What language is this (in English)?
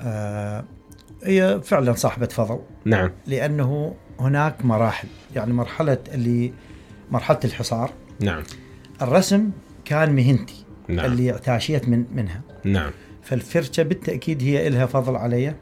Mesopotamian Arabic